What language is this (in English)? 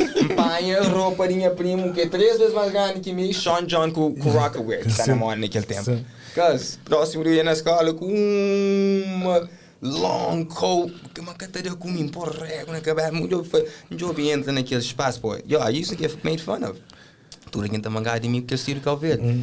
Kabuverdianu